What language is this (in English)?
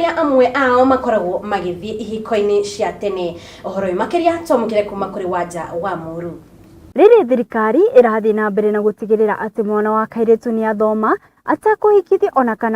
Kikuyu